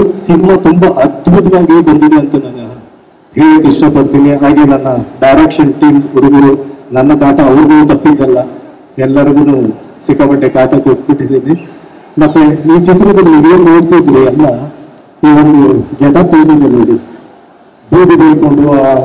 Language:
Kannada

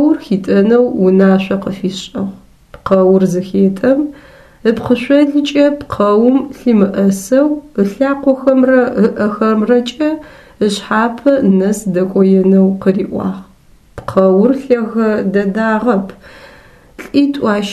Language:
Adyghe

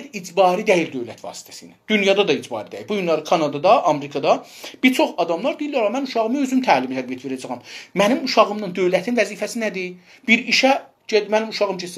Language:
South Azerbaijani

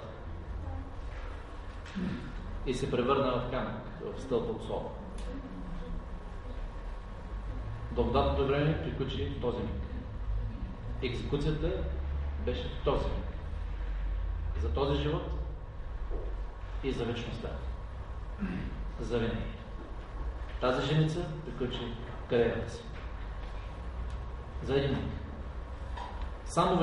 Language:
Bulgarian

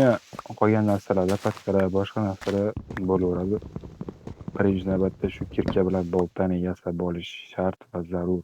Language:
Uzbek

